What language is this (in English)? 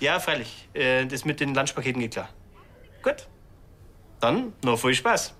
Bavarian